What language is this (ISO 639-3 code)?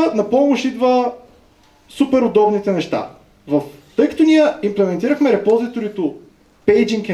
bul